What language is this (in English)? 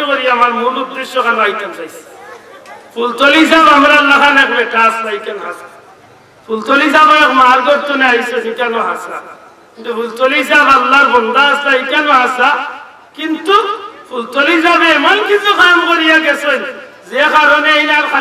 Sylheti